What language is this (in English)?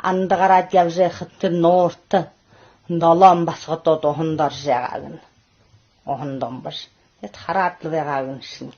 Buriat